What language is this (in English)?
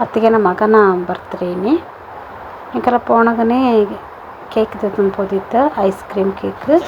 Tulu